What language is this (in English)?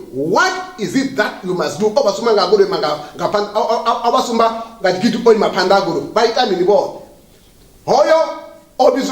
Venda